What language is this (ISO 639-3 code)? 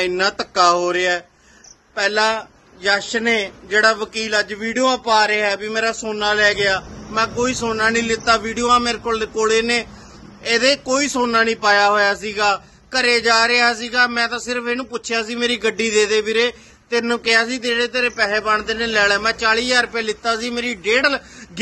pan